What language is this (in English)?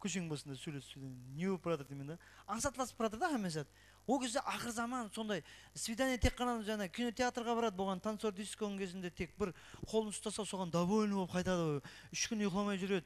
Kara-Kalpak